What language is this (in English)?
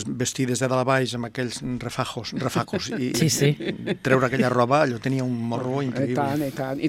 Catalan